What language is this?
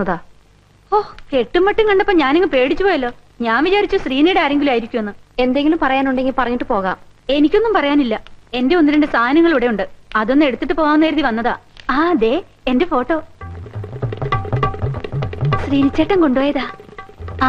Malayalam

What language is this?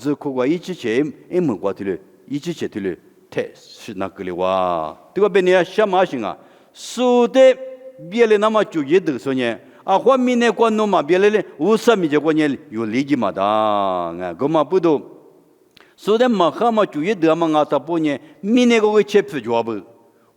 Lisu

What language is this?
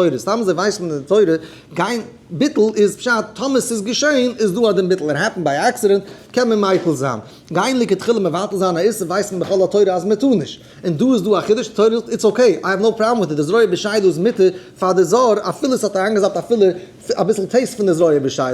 Yiddish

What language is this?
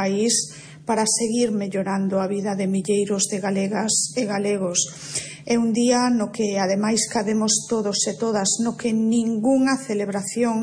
Galician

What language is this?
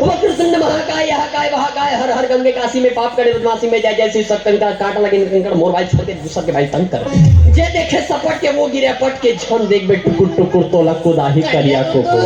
Chhattisgarhi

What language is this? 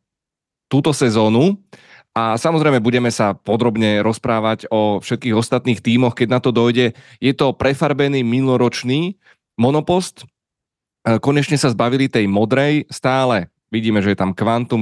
Slovak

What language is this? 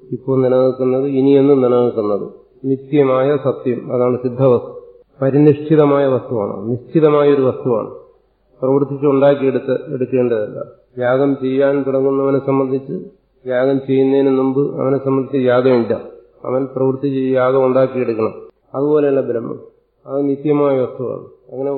Malayalam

